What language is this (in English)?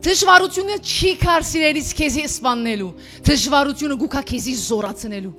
Western Armenian